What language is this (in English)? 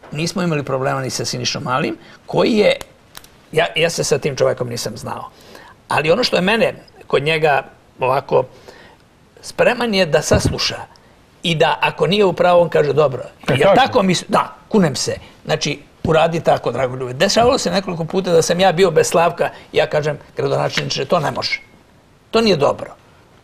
Serbian